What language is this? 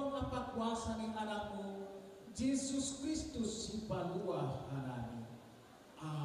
Batak Simalungun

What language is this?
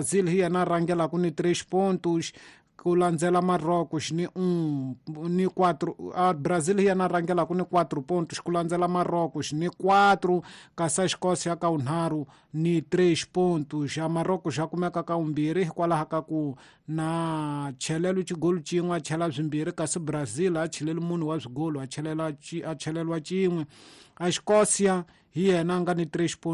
Tsonga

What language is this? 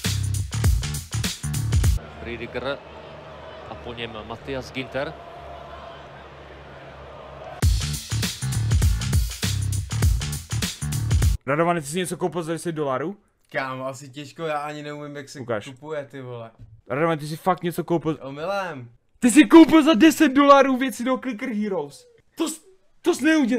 Czech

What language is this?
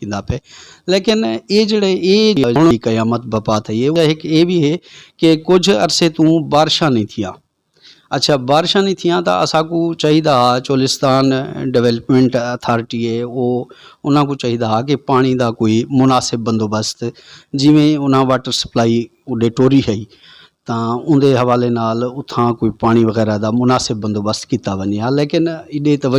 Saraiki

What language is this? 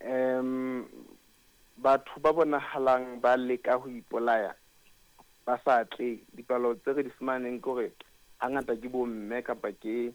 Southern Sotho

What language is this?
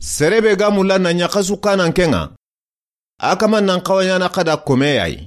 Soninke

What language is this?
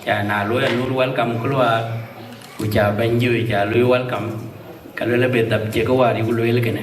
Dinka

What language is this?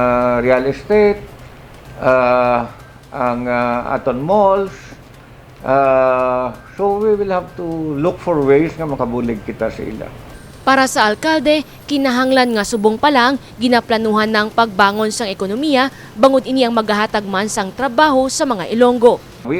Hiligaynon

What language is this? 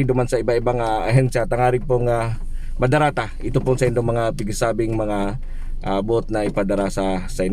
Bikol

